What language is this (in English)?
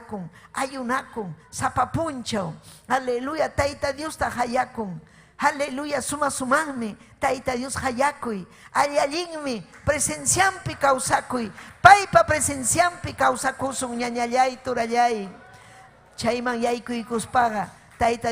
Ayacucho Quechua